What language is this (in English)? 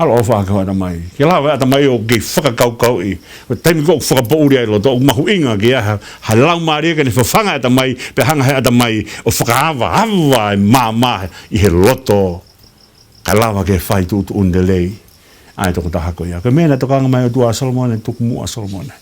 Tongan